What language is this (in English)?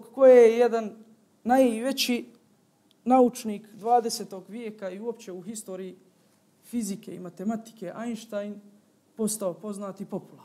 Bosnian